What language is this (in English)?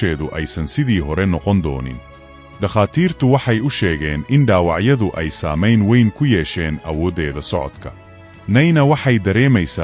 Somali